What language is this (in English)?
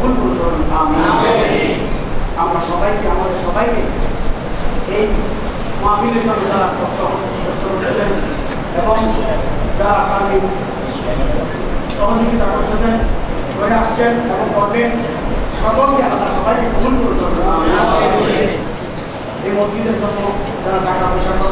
Bangla